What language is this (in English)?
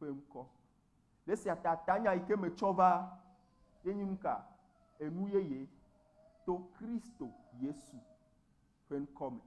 Ewe